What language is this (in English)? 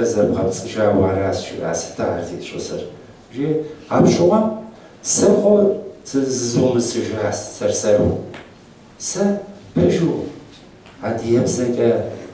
Kabardian